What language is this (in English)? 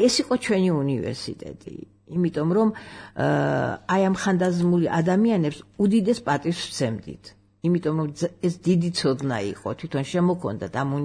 Georgian